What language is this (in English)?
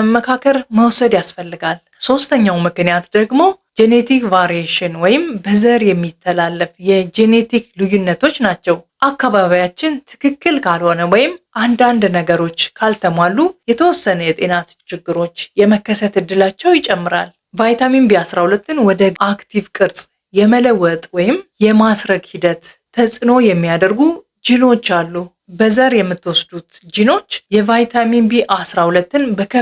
Amharic